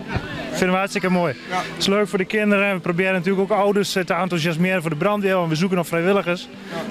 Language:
Dutch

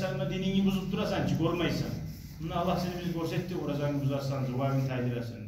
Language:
Kumyk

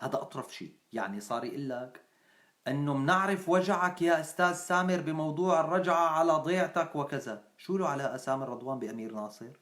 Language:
North Levantine Arabic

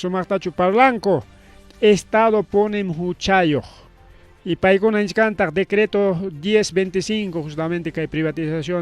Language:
Ayacucho Quechua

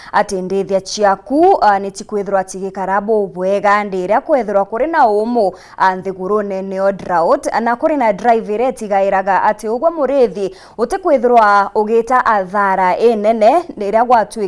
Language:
Meru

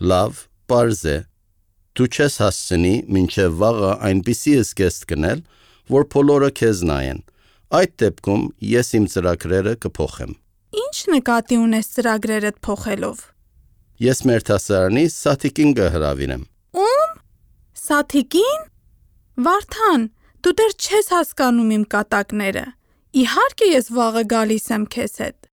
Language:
Armenian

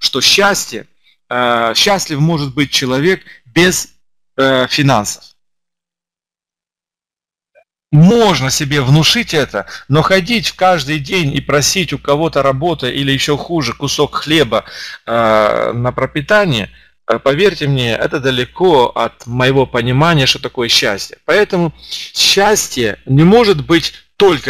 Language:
Russian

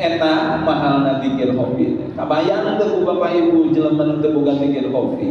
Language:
Sundanese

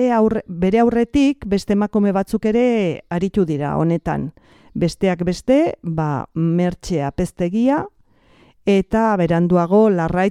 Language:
Basque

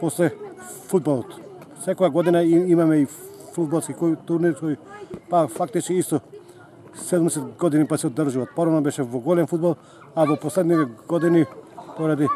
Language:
Macedonian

